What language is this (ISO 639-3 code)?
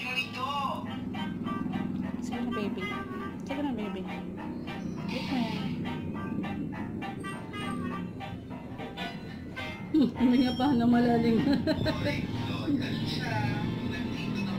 fil